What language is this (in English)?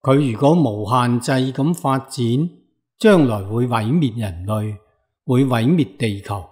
Cantonese